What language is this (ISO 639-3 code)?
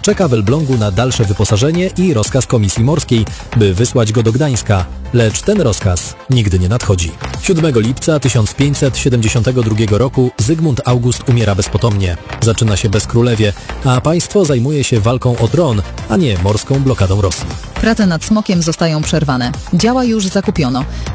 pol